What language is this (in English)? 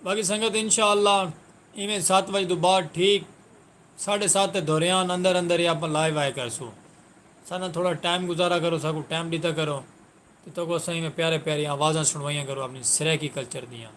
Saraiki